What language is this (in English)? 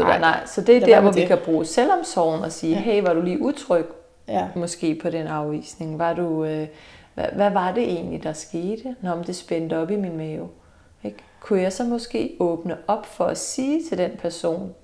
Danish